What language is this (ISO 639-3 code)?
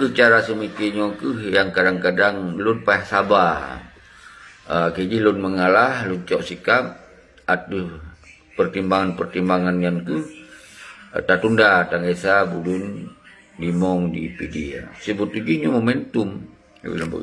ace